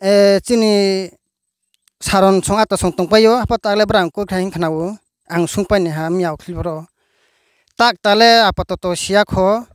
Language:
Riang (India)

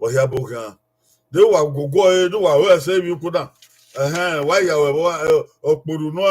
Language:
Bini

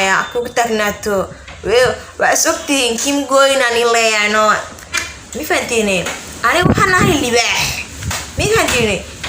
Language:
Somali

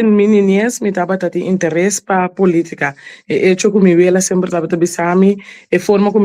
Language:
Papiamento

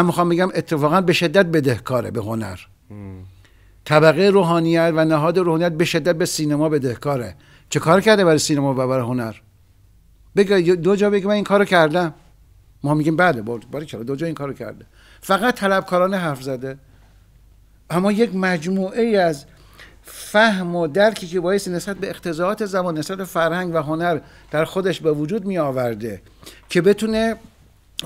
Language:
Persian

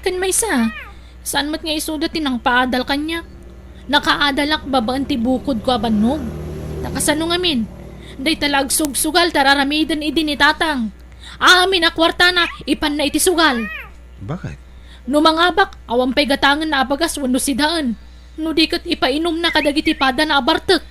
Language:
Iloko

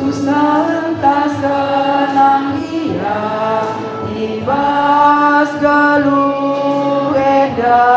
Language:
Batak Karo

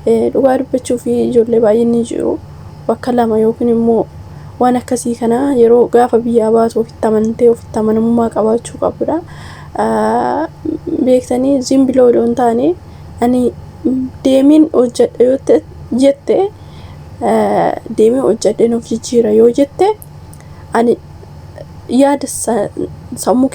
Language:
Oromo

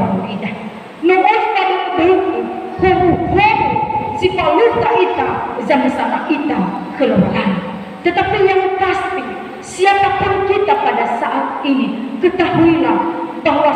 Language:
Nias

